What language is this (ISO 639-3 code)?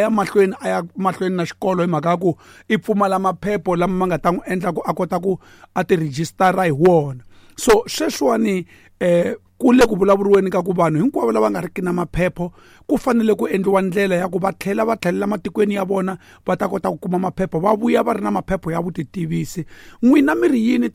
tso